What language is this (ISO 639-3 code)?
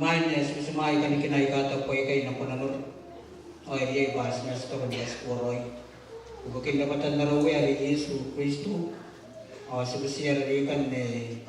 gil